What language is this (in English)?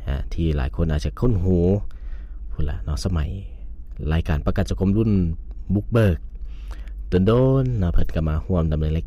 Lao